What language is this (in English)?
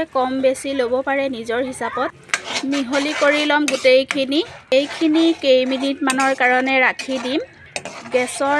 Assamese